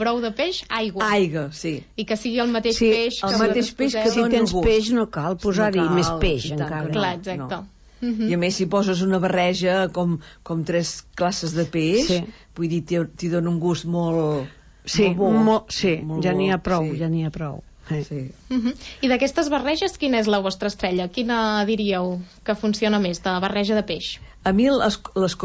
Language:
Catalan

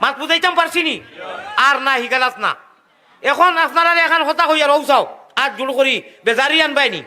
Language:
Sylheti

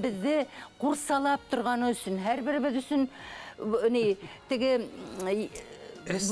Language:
Bashkir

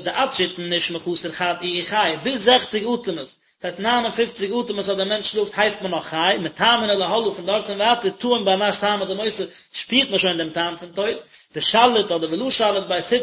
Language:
Yiddish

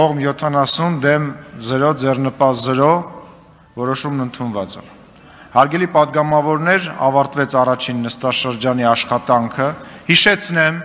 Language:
Armenian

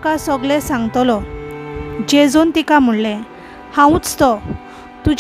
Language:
Konkani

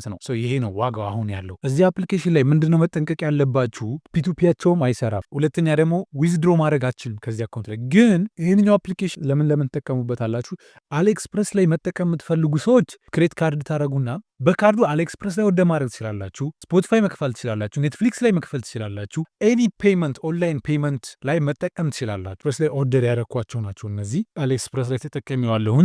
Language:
Amharic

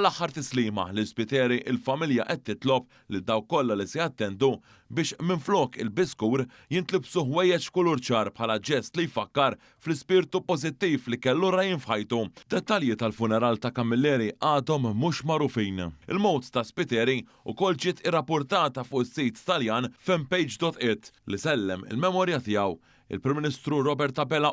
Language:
Maltese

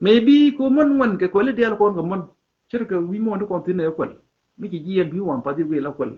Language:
Nuer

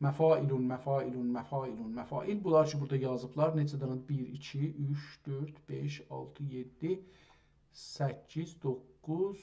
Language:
South Azerbaijani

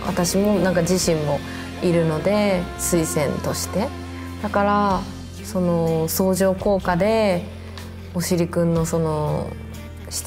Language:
Japanese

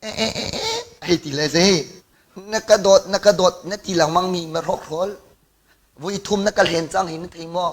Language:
Hakha Chin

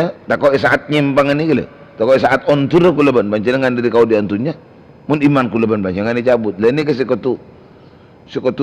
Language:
Madurese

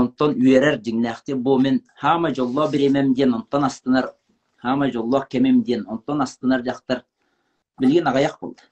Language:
Yakut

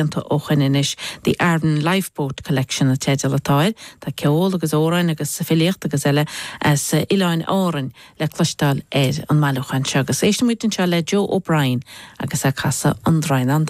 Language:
Irish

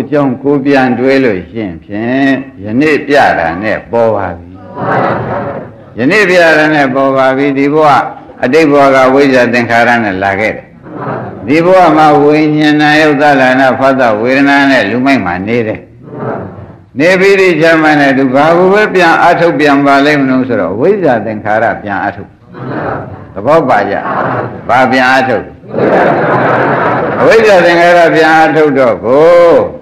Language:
Burmese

